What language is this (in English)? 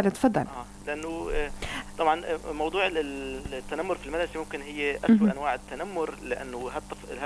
North Levantine Arabic